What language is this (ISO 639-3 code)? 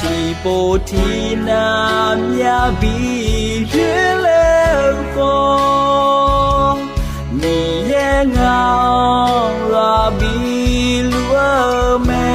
ahk